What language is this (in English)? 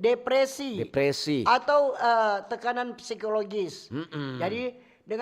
Manado Malay